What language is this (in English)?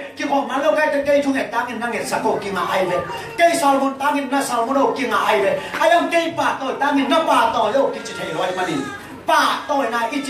Tedim Chin